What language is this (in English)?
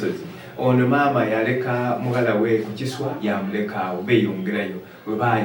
Soga